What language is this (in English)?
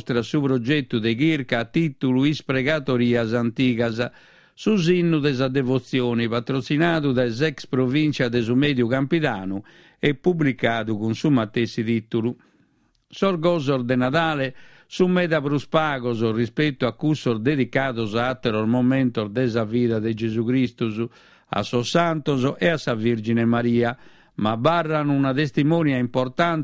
Sardinian